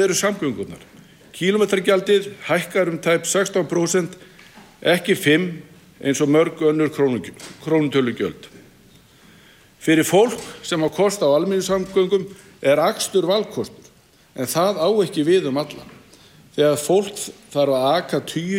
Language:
Icelandic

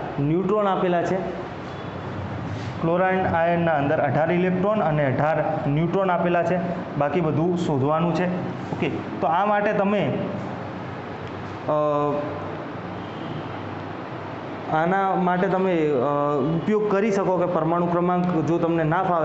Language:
Gujarati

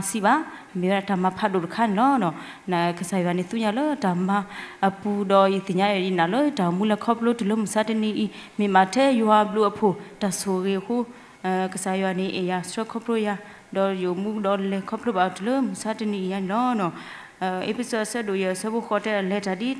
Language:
S'gaw Karen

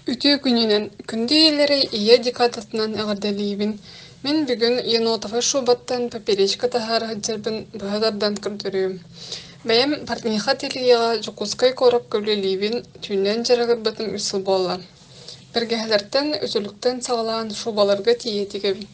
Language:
Yakut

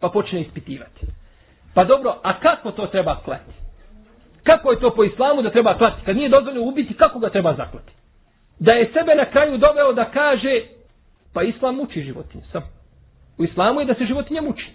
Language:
Bosnian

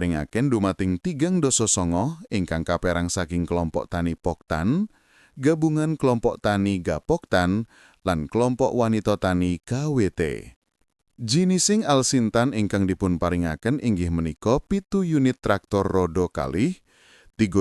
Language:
Javanese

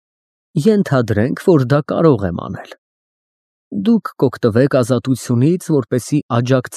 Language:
Armenian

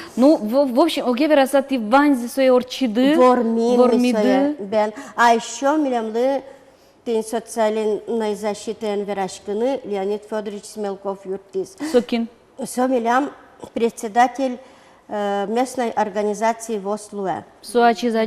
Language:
Udmurt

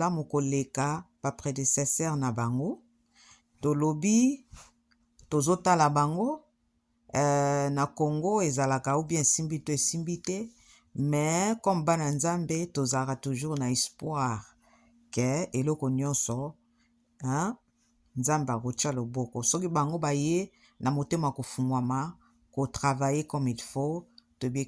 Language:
Lingala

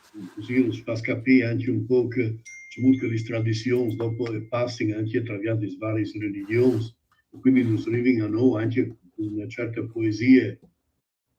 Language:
Friulian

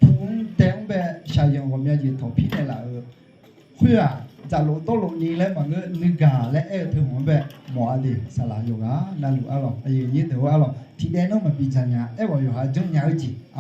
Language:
Akha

